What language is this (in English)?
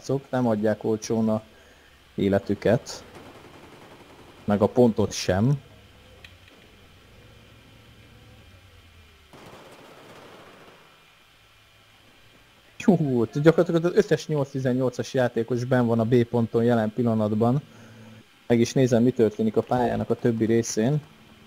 Hungarian